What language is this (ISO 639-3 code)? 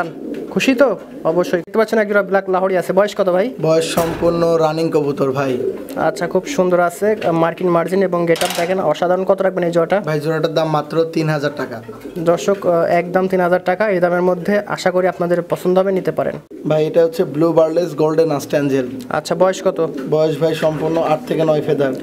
ben